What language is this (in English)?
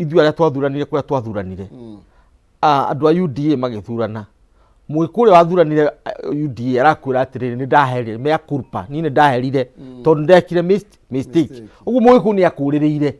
Kikuyu